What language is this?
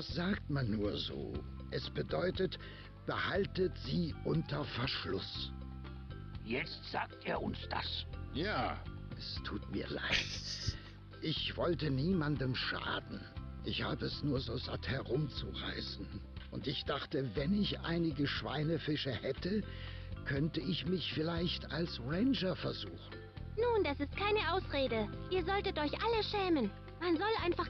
Swiss German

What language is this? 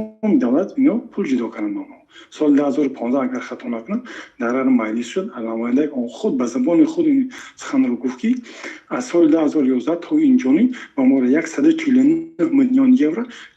Tajik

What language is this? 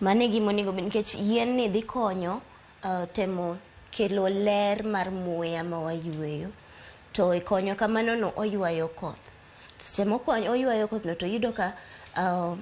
Luo (Kenya and Tanzania)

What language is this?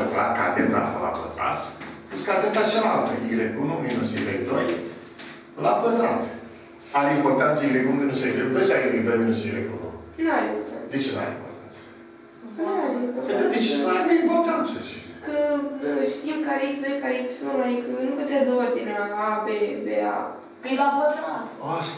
Romanian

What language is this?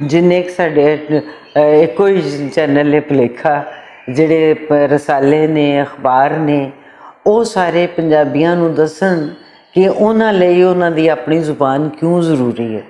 Western Panjabi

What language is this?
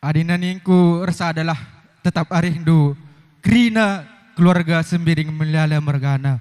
Batak Karo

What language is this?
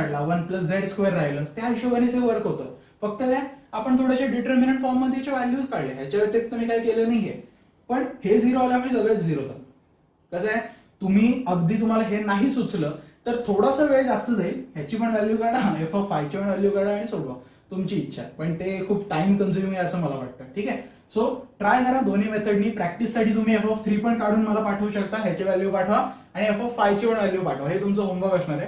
Marathi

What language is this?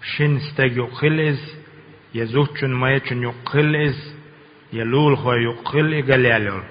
Chechen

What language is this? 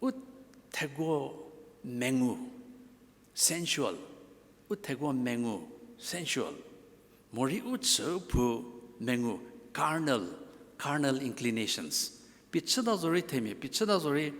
Angami Naga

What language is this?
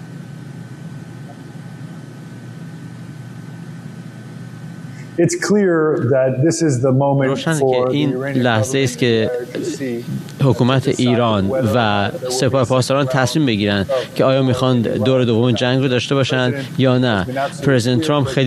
Persian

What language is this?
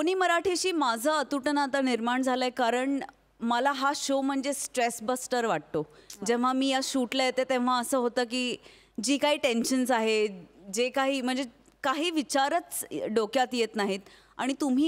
Marathi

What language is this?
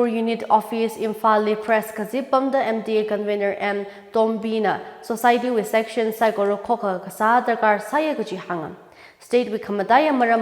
Tangkhul Naga (India)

